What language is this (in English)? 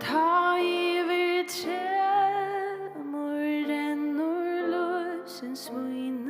Faroese